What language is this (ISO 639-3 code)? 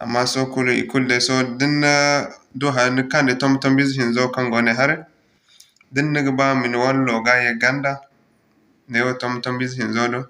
dje